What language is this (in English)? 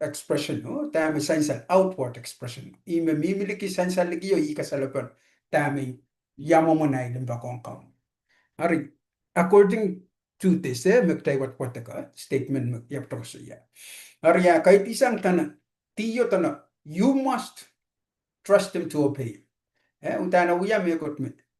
Pohnpeian